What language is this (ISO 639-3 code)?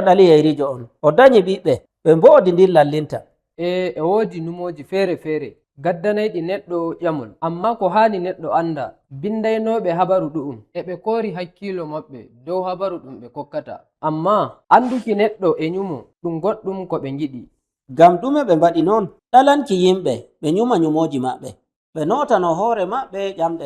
fuv